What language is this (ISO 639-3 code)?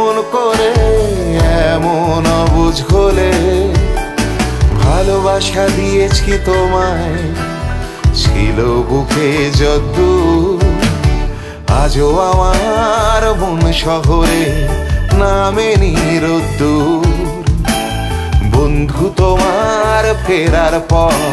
ben